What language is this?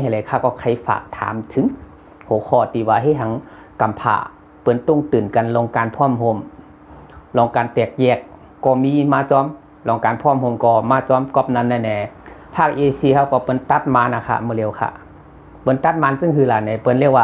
Shan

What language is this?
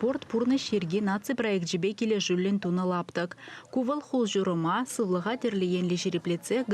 Chuvash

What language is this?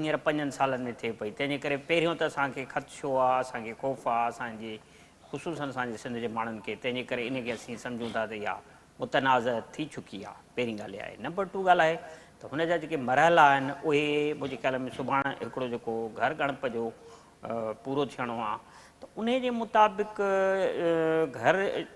Sindhi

